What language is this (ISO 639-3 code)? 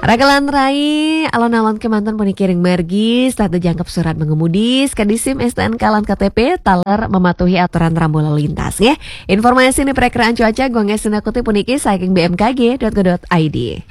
ban